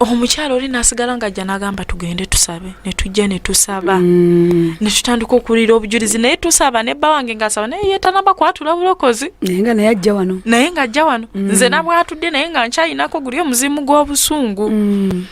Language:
Ganda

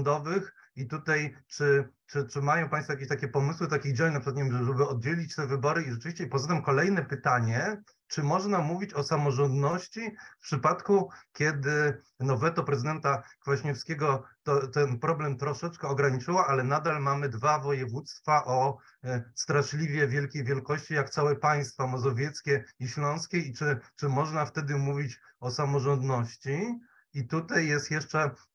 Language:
Polish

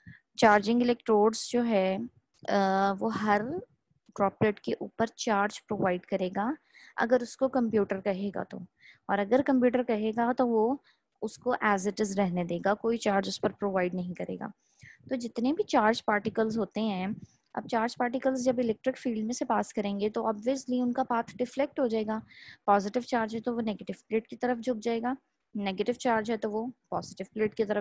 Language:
Hindi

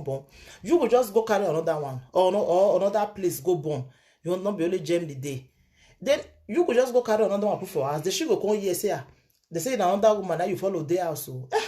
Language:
Nigerian Pidgin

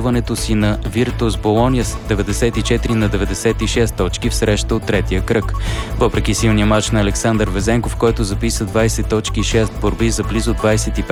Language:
Bulgarian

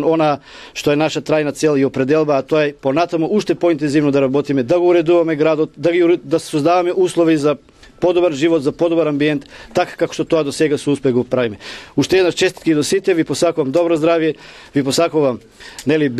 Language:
Macedonian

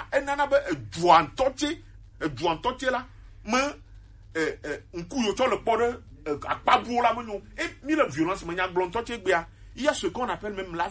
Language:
Gen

